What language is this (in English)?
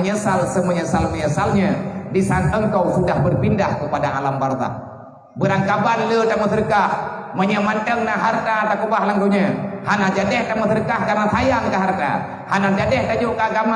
Achinese